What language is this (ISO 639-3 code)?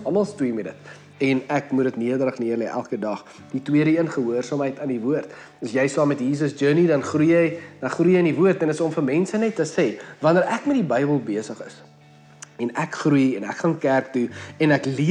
afr